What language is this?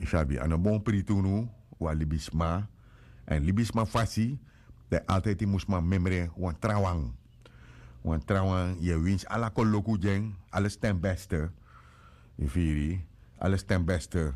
Sranan Tongo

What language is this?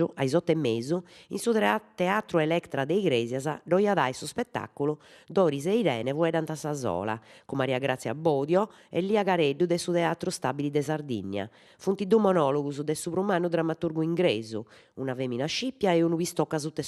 Sardinian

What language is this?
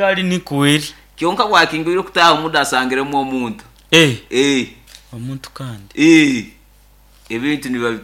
Nyankole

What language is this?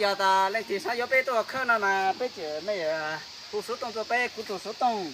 Hmong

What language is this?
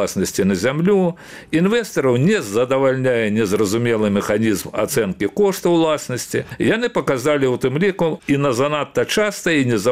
Belarusian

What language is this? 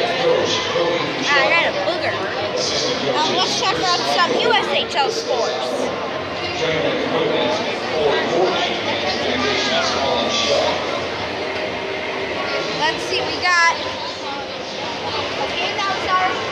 English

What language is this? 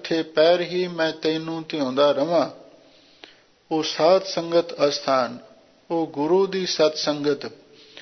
Punjabi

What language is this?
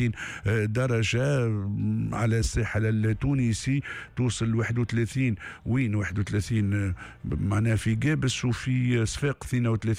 Tunisian Arabic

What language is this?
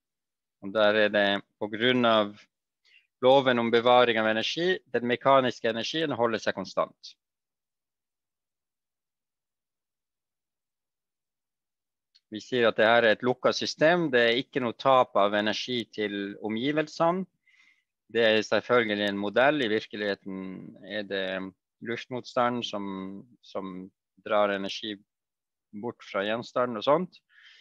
Norwegian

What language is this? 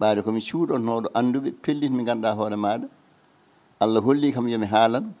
Fula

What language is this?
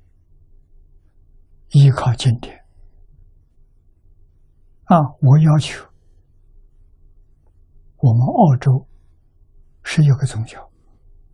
Chinese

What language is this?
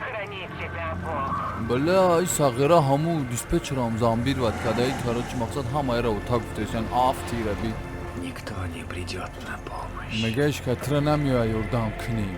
Tajik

